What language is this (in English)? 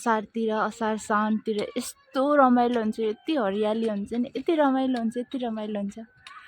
Nepali